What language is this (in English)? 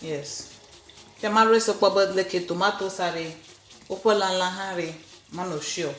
Ewe